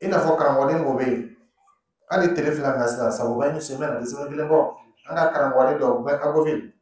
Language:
Dyula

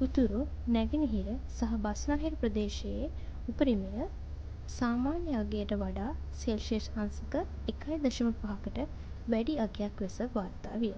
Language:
Sinhala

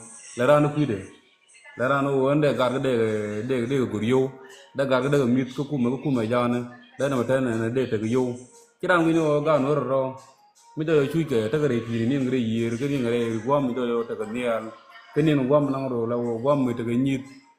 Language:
Nuer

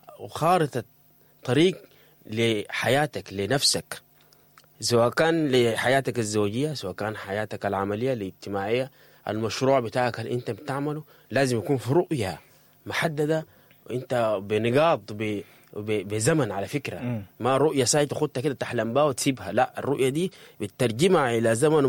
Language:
Sudanese Arabic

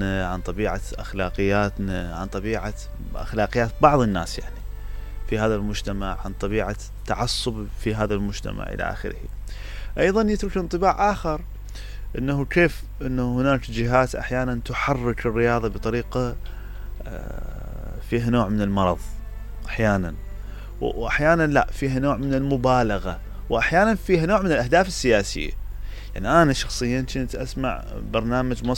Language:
Mesopotamian Arabic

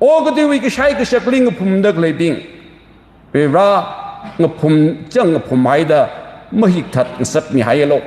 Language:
Tangkhul Naga (India)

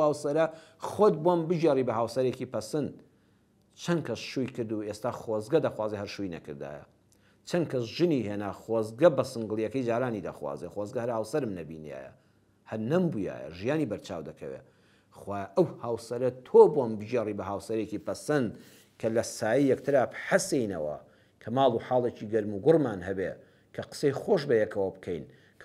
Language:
Central Kurdish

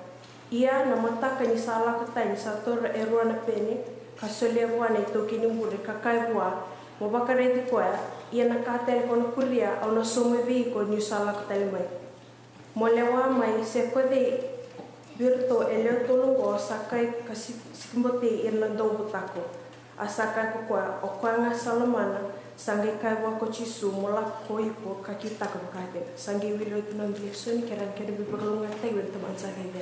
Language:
Fijian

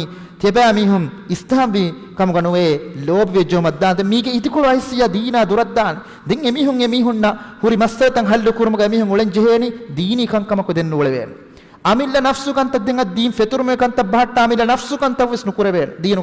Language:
Divehi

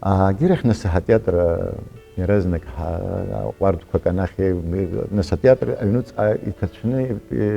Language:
Abkhazian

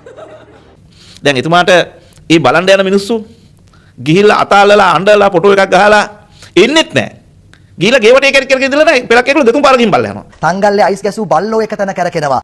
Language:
Sinhala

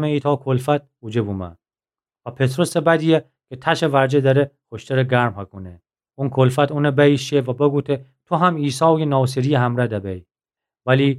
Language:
Gilaki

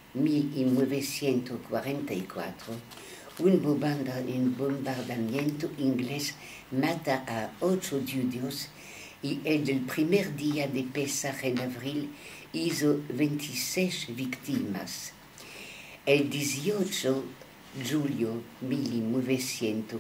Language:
Ladino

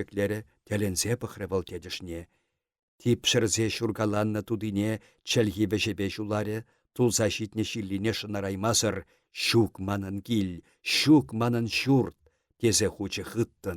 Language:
Chuvash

